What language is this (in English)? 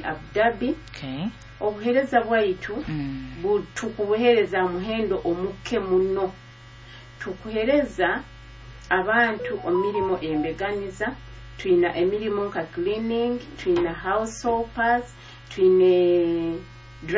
Nyoro